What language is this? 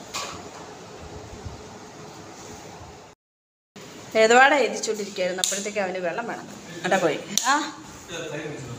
Malayalam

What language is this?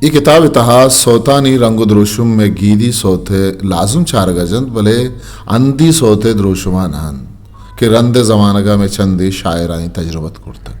Eastern Balochi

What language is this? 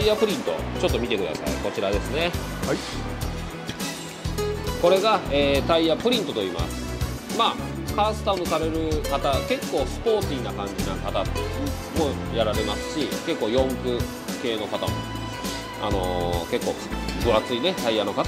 Japanese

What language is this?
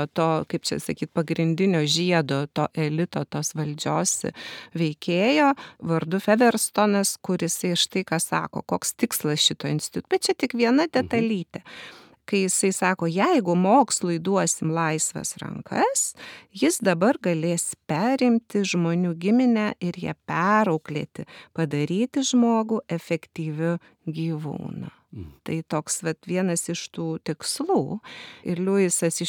Lithuanian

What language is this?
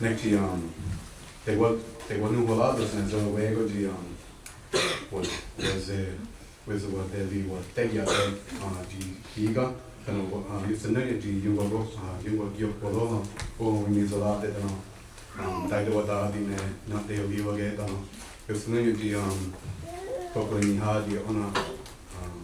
Mohawk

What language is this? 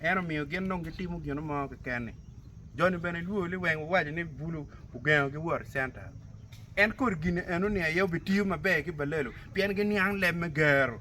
Acoli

